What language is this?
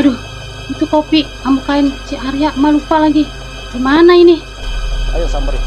Betawi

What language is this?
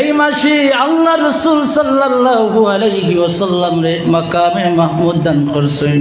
Sylheti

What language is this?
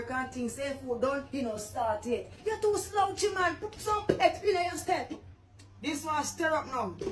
Jamaican Creole English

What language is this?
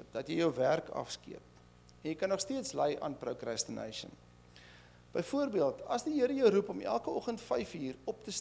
Afrikaans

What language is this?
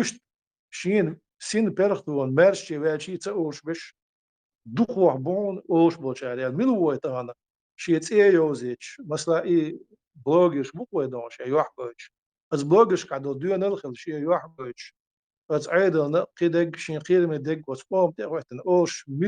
Chechen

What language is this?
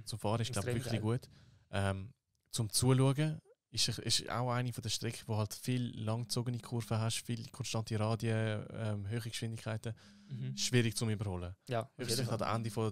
Swiss German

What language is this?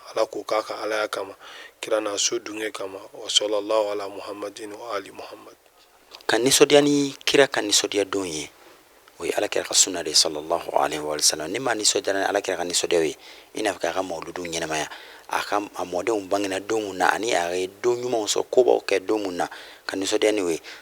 Bambara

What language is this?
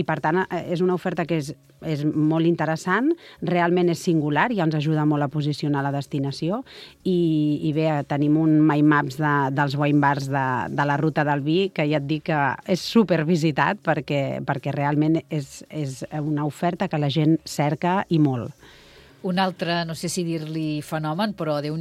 Catalan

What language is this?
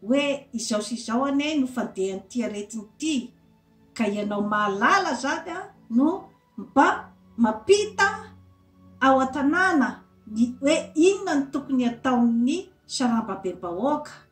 Malagasy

